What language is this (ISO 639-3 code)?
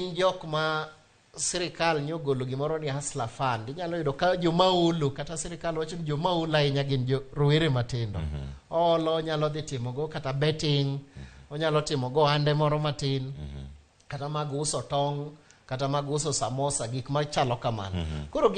luo